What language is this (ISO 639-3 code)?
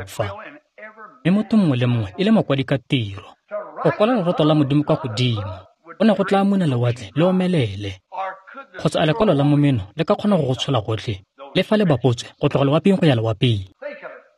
tsn